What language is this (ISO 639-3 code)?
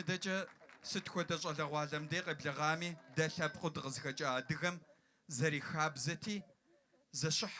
kbd